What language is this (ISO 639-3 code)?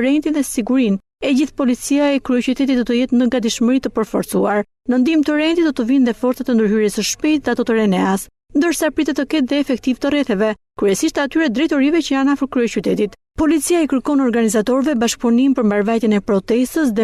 sqi